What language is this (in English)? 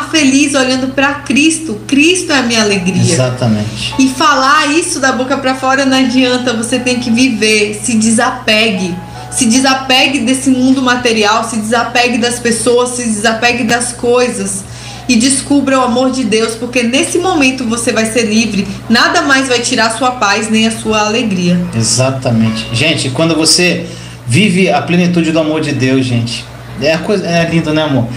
Portuguese